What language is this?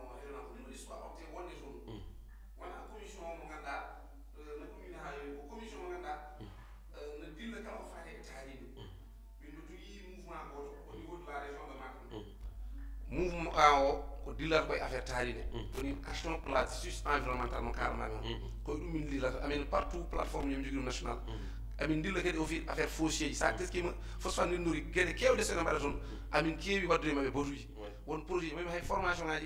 Fula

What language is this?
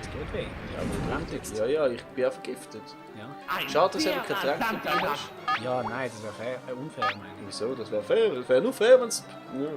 Swiss German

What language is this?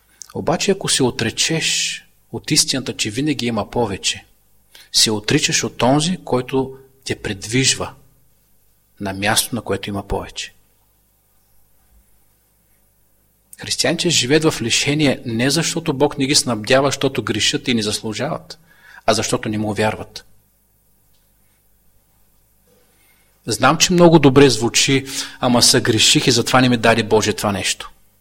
Bulgarian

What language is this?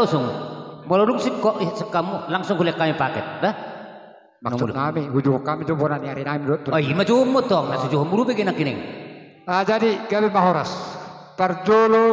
Batak Toba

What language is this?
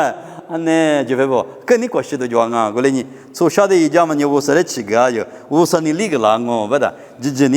Lisu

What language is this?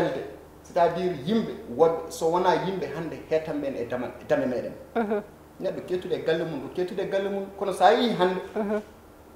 Fula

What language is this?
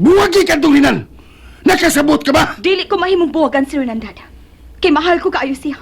Cebuano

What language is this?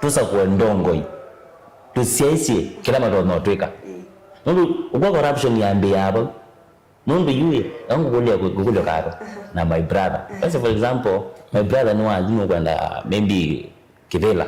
Kamba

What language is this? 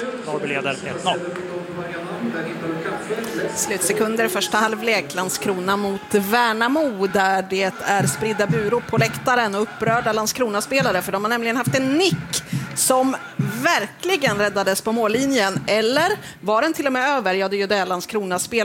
Swedish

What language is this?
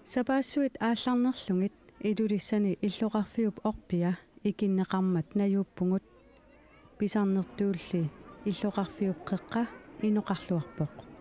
Kalaallisut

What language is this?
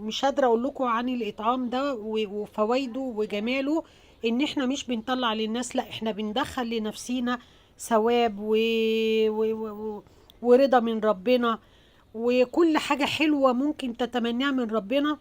Egyptian Arabic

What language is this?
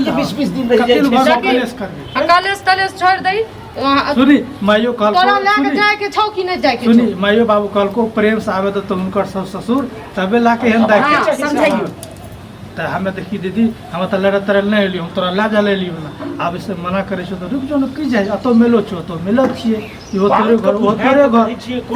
Maithili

